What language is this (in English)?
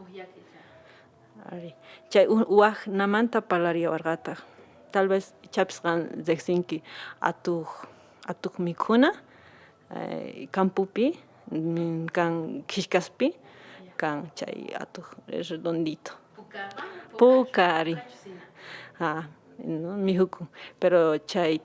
Quechua